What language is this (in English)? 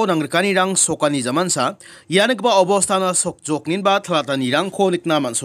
Garo